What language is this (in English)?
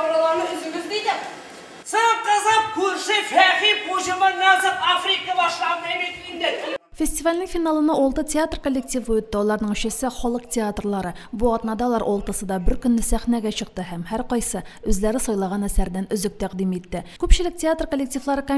Tatar